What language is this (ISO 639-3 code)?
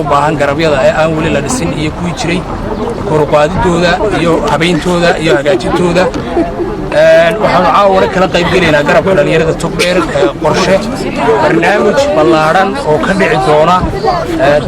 som